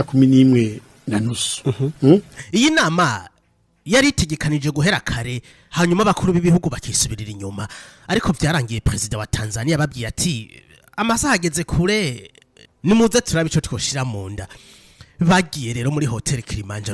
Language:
Rundi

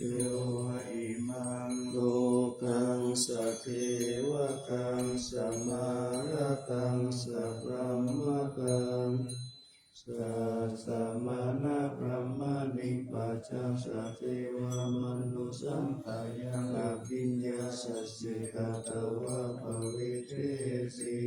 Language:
Pali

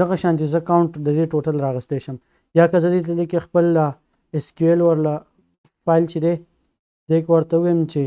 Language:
Pashto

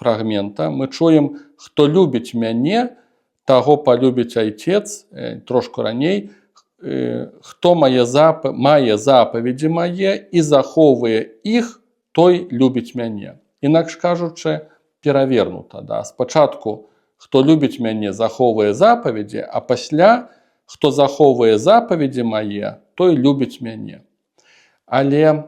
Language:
Belarusian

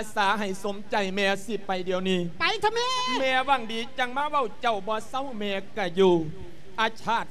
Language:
Lao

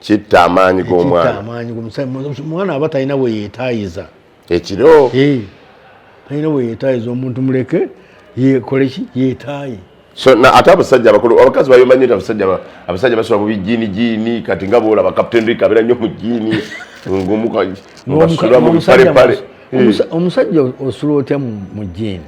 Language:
Ganda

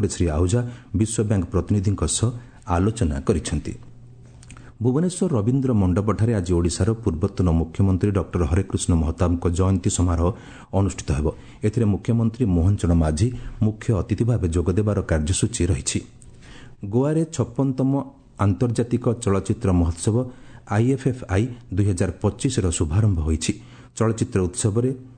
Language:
Odia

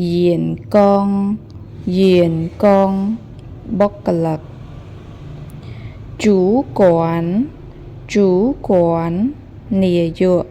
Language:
Khmer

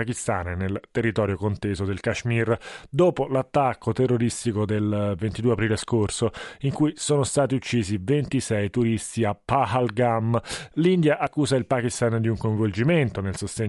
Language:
Italian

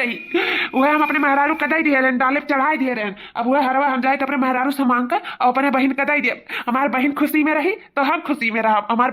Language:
Awadhi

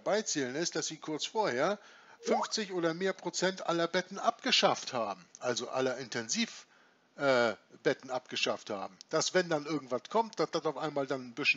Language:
German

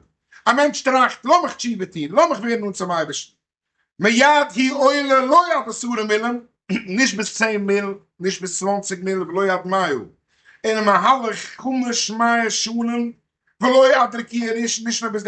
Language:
Yiddish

